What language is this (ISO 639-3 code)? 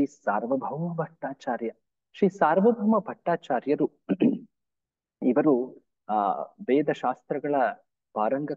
kan